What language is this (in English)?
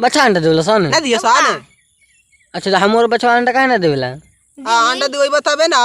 Bhojpuri